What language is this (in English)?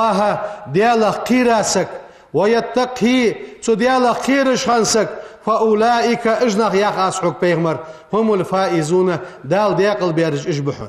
Ingush